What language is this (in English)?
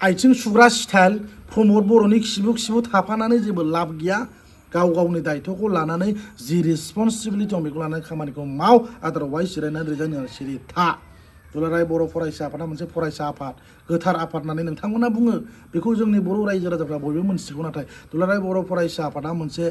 Bodo